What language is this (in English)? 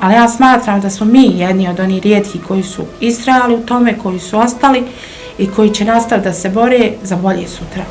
Bosnian